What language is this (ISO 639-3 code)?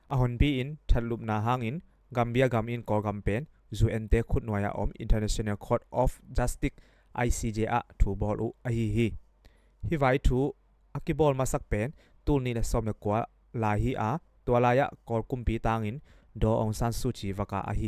ctd